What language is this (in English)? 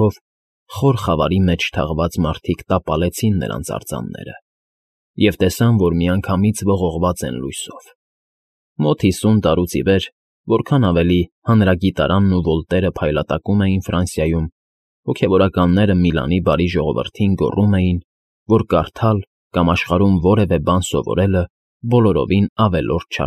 Armenian